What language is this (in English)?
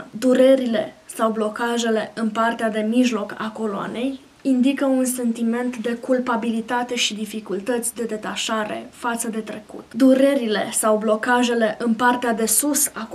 Romanian